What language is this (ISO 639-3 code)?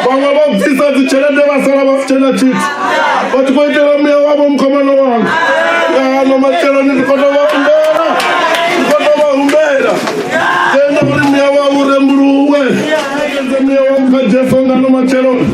ven